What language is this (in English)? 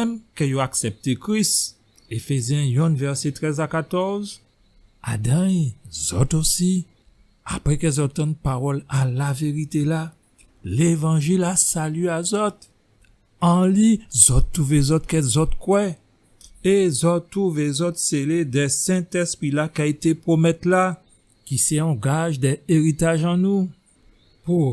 Guadeloupean Creole French